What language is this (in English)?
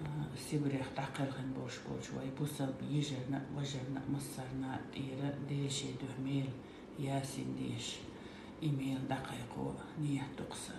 Chechen